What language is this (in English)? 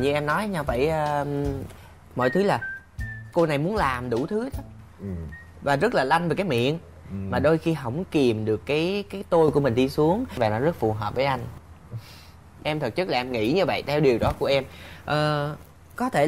Vietnamese